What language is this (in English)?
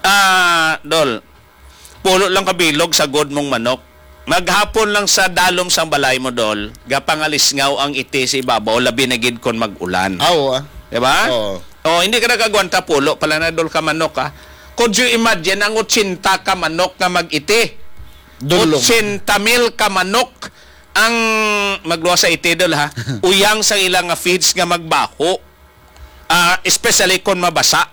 Hiligaynon